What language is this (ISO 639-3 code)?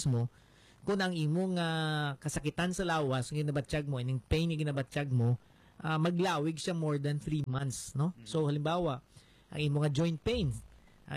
hil